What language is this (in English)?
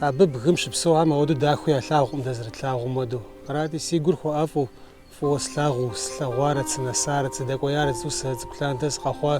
Kabardian